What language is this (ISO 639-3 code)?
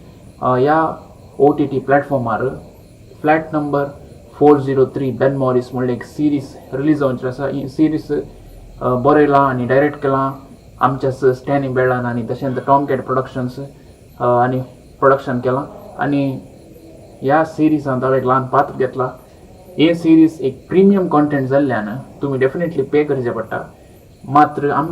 kok